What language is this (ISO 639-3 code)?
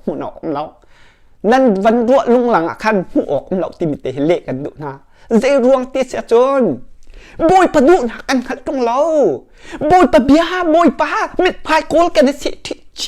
cnh